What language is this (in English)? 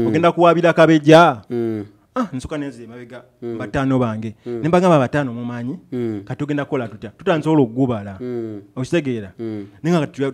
Ganda